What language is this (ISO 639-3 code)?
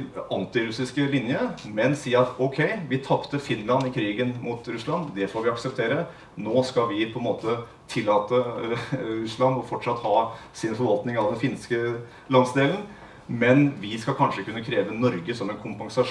nor